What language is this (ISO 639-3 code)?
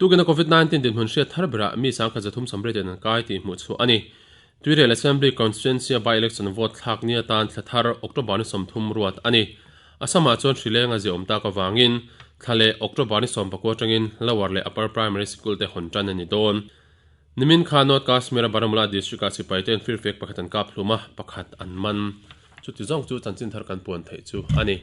lus